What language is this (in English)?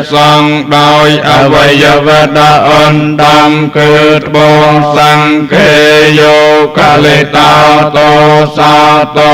Khmer